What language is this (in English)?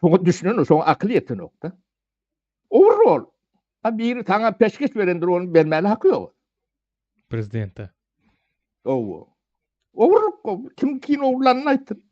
Turkmen